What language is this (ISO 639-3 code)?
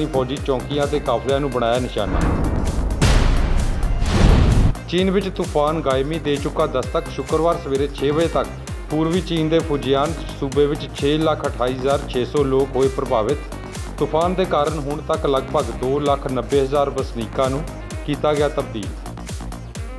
pan